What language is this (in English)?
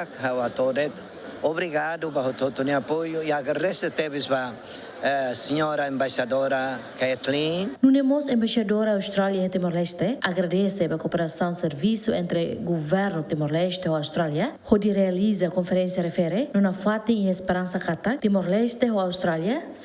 Tetum